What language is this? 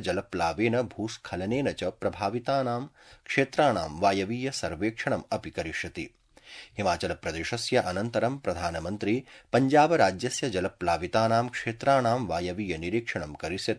Sanskrit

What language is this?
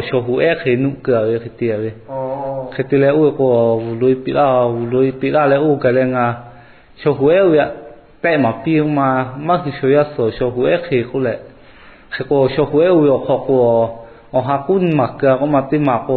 Lahu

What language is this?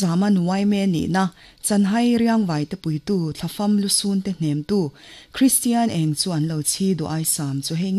Mizo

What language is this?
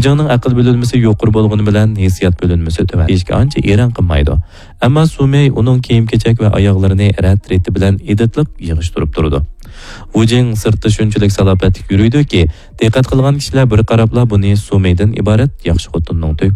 Uyghur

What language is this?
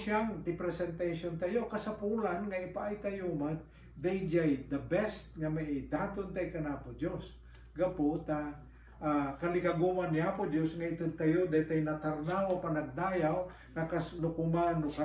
Iloko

